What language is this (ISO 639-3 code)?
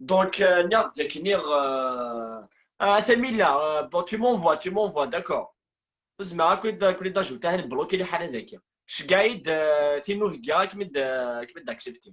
kab